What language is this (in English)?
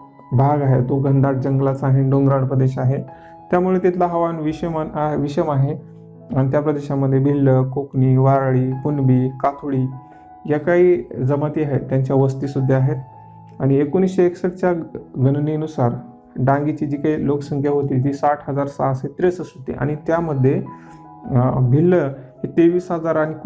Marathi